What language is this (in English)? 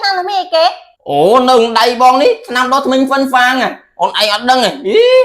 Khmer